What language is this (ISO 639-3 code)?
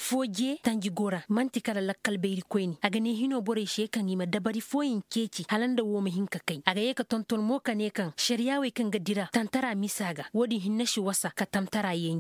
ses